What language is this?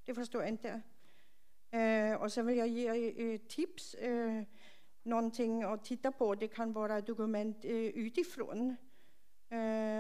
Swedish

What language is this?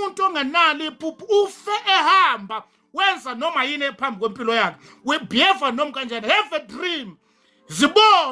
Zulu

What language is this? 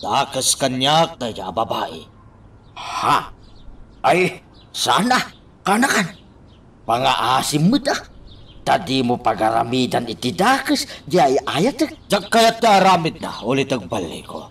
Iloko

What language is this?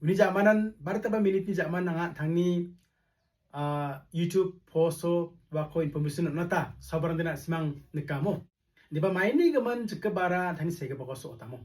Garo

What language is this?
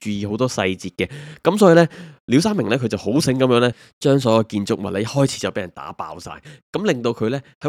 Cantonese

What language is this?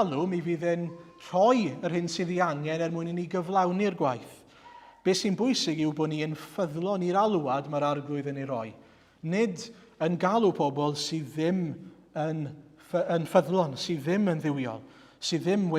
Welsh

